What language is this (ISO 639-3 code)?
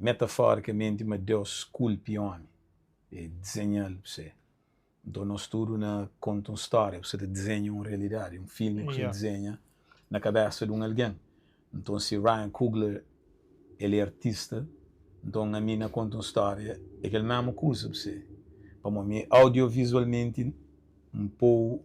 kea